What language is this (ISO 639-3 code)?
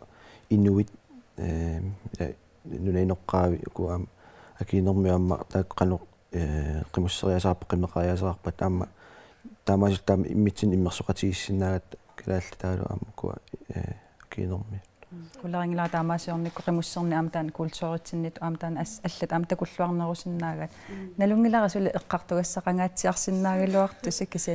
kal